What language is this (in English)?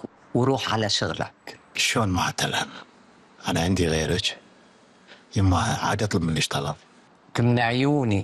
Gulf Arabic